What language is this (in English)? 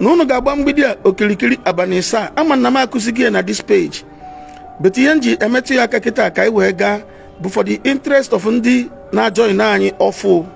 Igbo